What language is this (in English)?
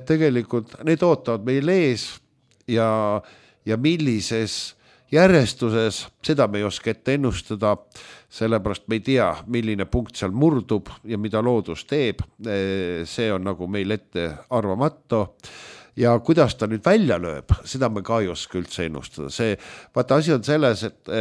Estonian